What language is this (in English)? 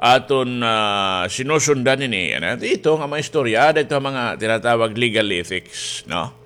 Waray